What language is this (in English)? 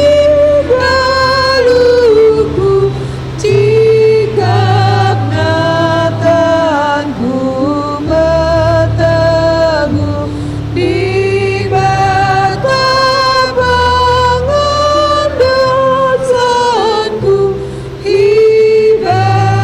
Batak Karo